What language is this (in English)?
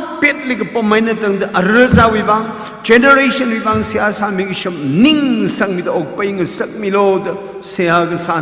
Tangkhul Naga (India)